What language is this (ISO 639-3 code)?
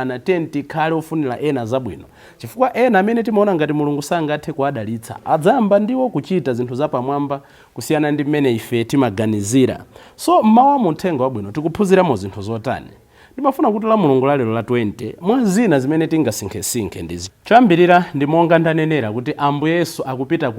nya